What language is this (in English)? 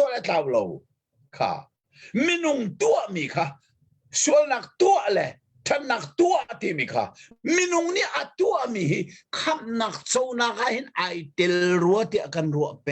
Hakha Chin